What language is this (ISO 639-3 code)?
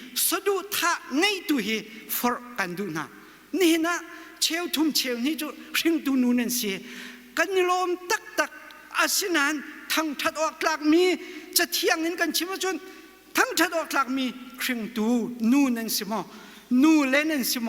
cnh